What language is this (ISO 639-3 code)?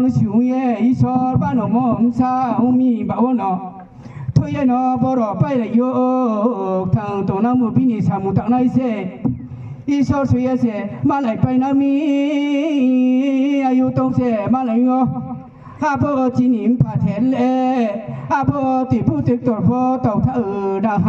ria